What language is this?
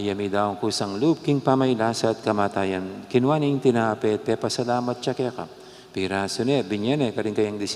Pampanga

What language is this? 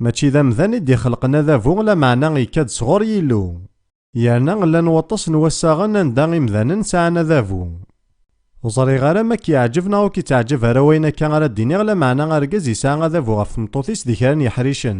Kabyle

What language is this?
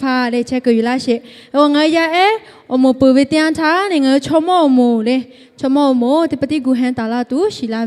Lahu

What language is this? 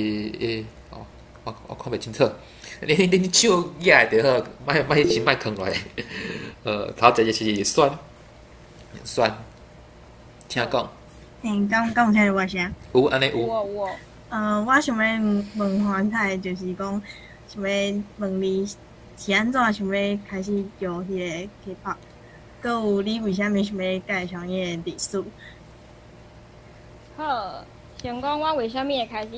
Min Nan Chinese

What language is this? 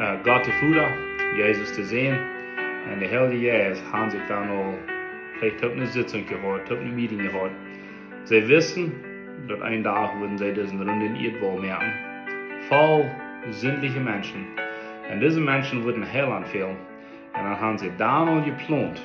Plautdietsch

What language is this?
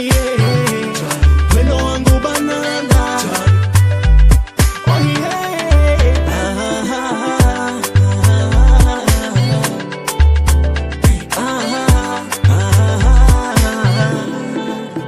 Swahili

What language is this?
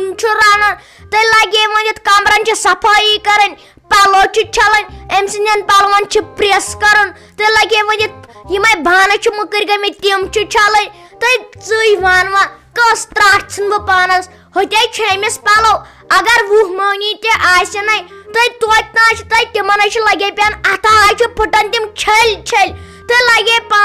Kashmiri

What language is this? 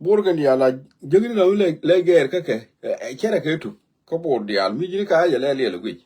Nuer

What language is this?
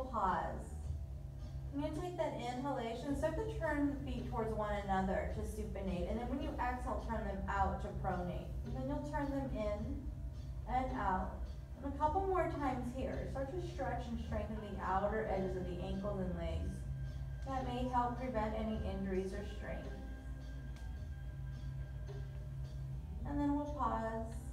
English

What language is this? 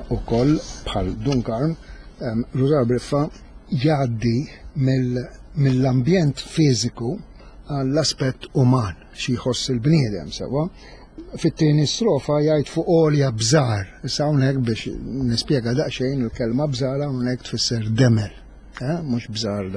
Maltese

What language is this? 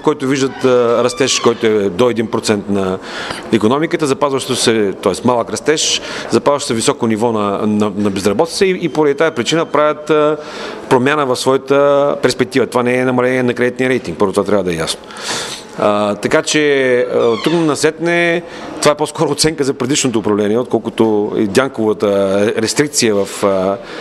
Bulgarian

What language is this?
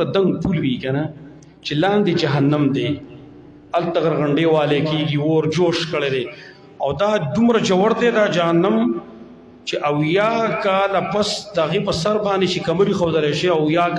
Pashto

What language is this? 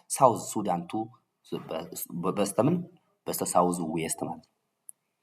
Amharic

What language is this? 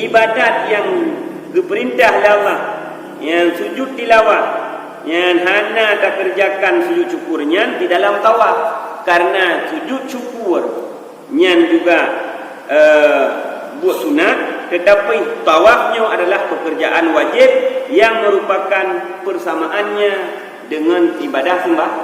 Achinese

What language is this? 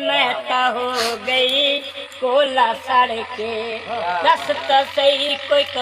Saraiki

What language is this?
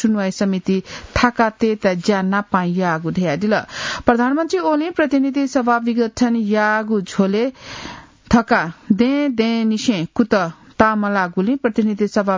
Newari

